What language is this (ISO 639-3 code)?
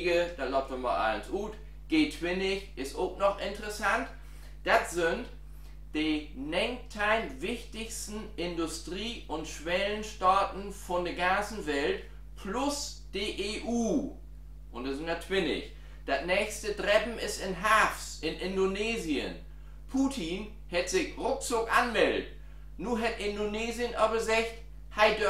nds